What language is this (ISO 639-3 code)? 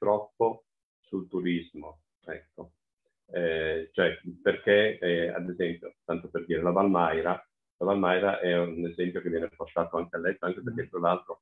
ita